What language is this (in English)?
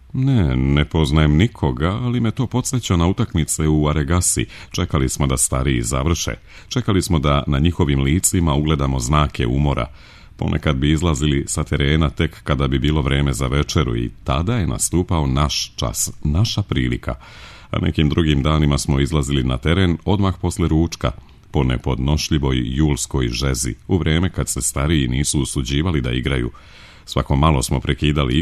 Serbian